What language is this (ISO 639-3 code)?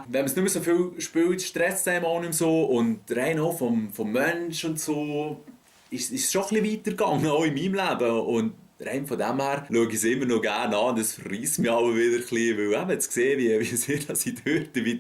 gsw